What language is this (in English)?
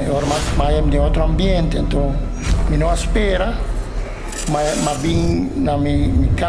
Papiamento